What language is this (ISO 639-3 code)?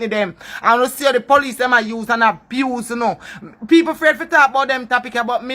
jam